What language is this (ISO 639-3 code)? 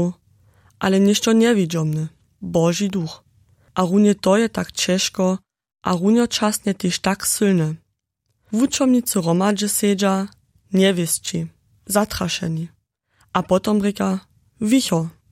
hsb